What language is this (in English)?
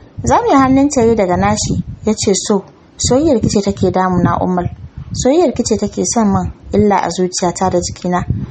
Hausa